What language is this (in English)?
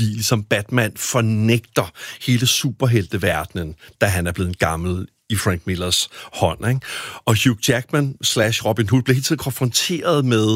Danish